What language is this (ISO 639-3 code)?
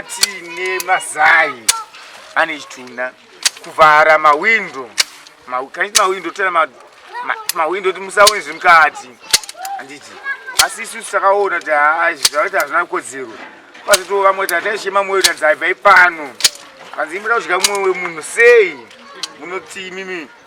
sna